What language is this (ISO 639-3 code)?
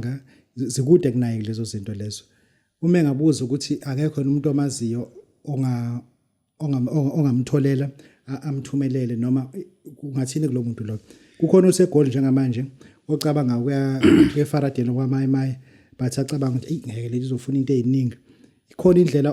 zul